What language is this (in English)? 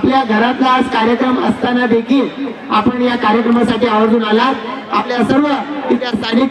Marathi